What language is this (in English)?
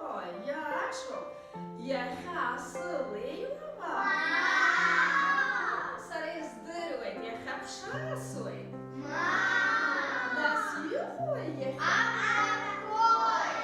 Abkhazian